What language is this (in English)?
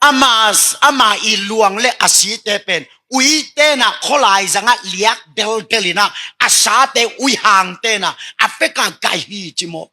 Tedim Chin